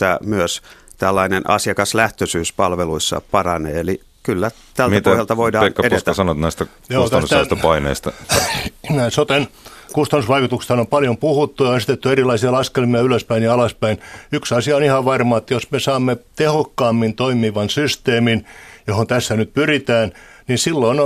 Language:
Finnish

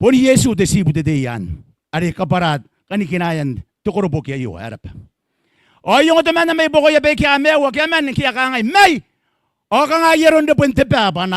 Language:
Gilbertese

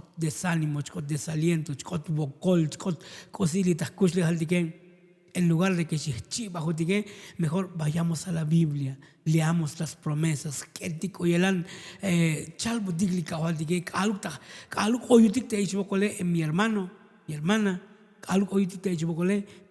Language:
Tzotzil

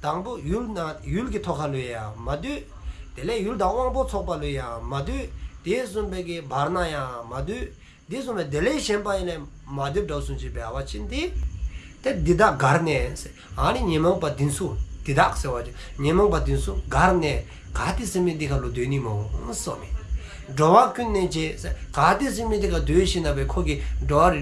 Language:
Dzongkha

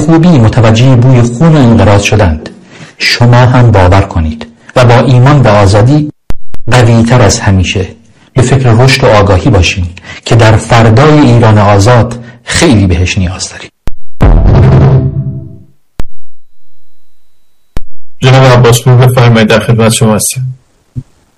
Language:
Persian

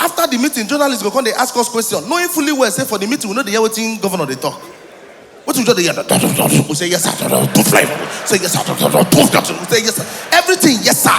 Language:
Nigerian Pidgin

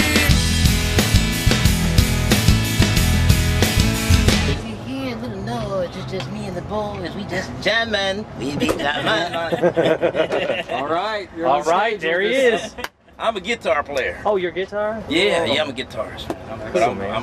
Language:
English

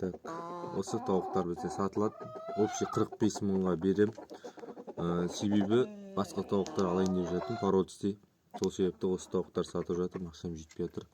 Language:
Kazakh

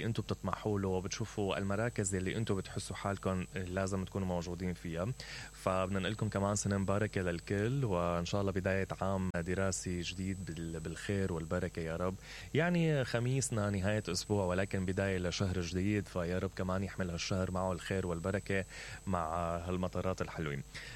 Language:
Mesopotamian Arabic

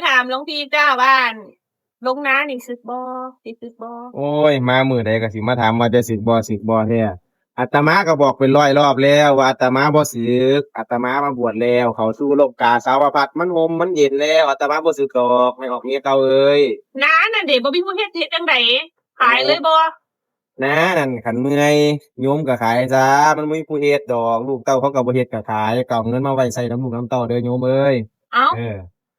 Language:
Northeastern Thai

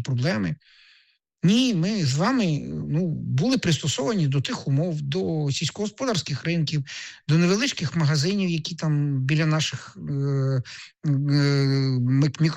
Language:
Ukrainian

